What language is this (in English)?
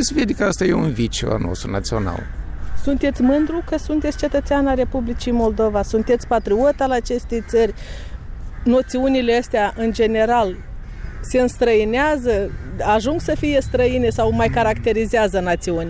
Romanian